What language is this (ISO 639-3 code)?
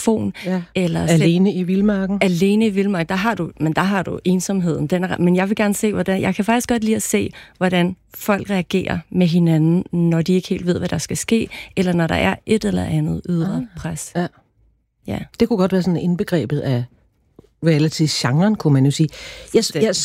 dan